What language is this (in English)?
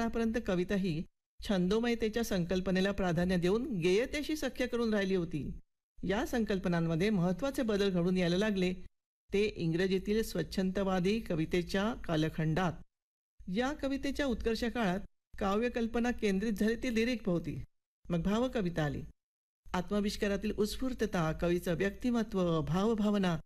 Marathi